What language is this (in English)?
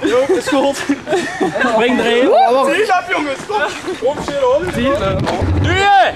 Limburgish